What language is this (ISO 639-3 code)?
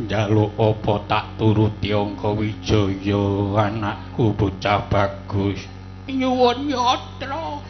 jav